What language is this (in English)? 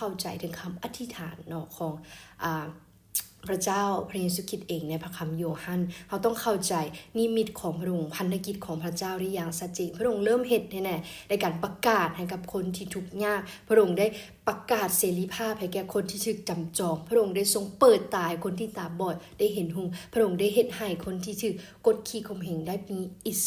Lao